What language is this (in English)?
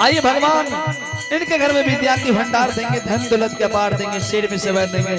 Angika